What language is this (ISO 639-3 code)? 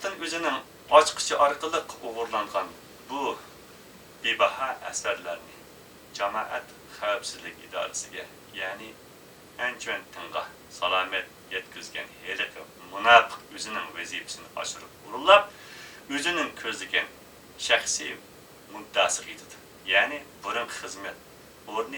uig